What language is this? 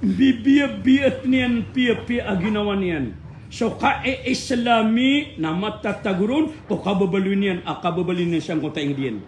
Maranao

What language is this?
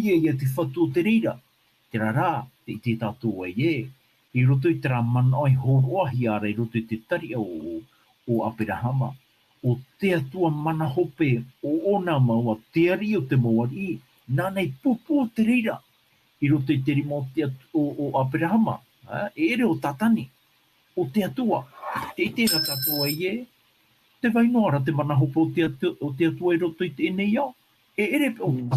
Tahitian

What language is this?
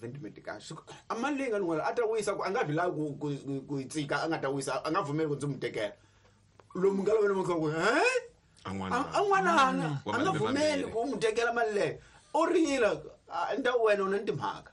Tsonga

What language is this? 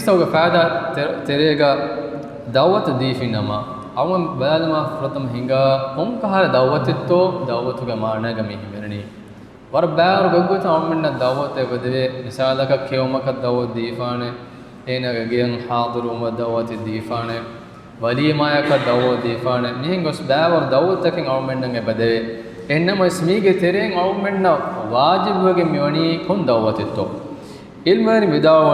Divehi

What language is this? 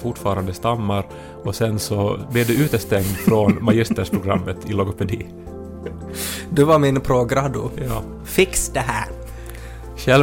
Swedish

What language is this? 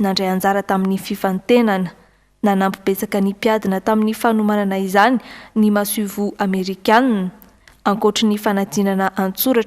Malagasy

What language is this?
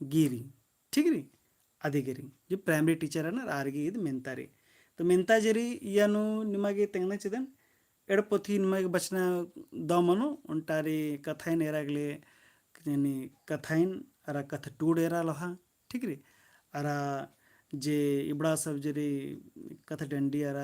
Kurukh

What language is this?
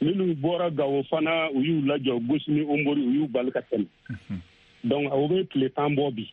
Bambara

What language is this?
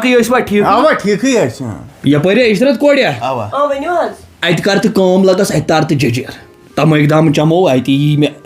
Kashmiri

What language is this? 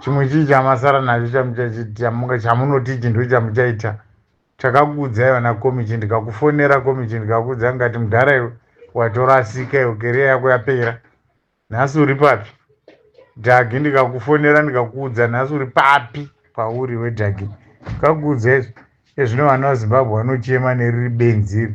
Shona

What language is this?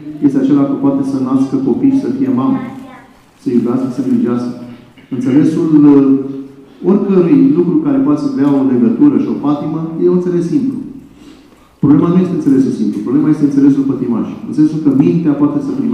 Romanian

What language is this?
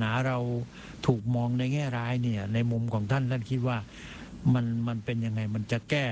Thai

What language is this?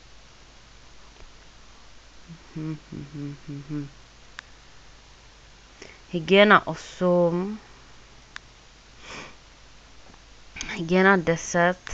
Czech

